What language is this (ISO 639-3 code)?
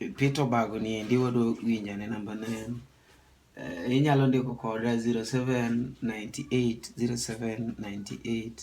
luo